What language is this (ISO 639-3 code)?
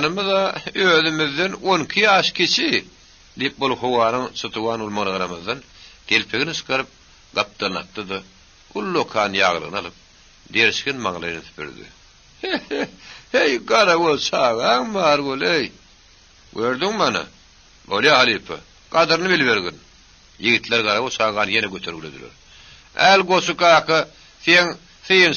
tuk